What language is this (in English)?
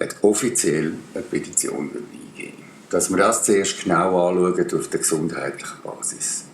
Swiss German